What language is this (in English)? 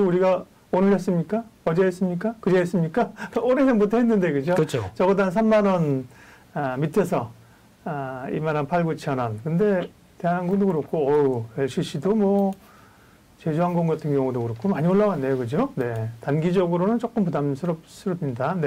Korean